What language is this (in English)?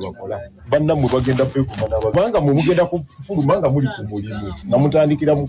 Ganda